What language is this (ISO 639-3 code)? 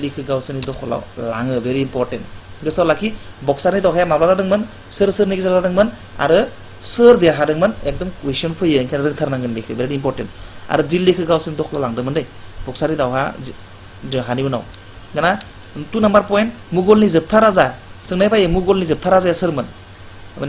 brx